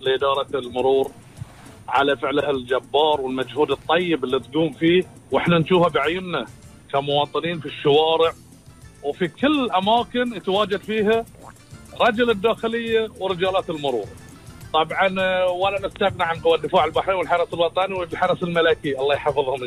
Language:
Gulf Arabic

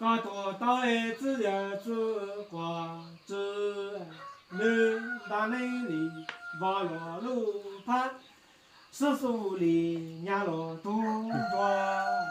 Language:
Hmong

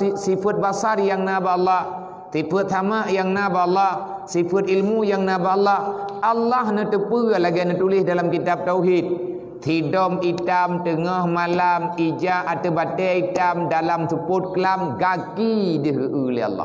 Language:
Achinese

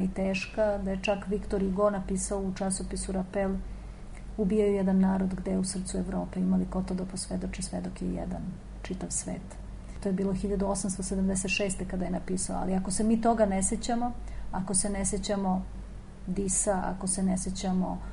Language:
Serbian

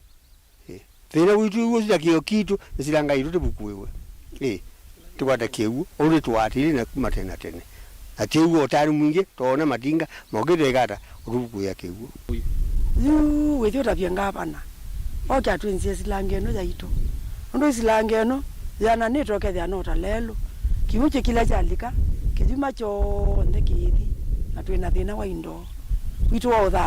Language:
Kamba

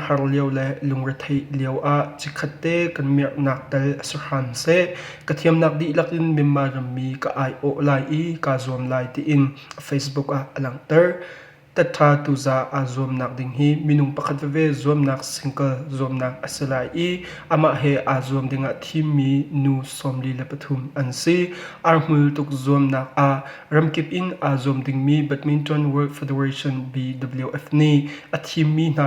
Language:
Hakha Chin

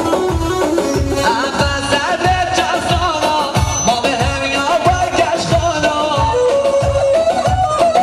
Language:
Persian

